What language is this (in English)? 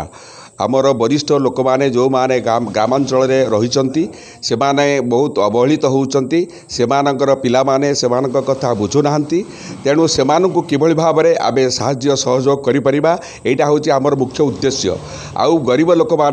Odia